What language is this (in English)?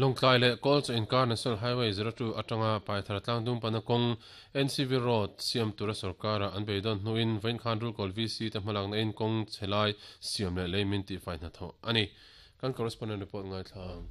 Mizo